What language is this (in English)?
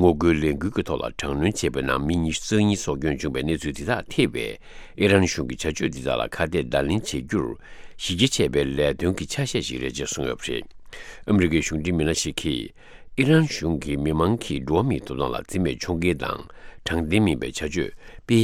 Tibetan